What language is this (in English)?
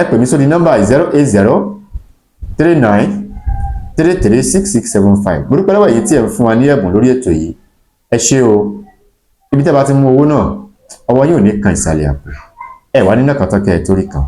Yoruba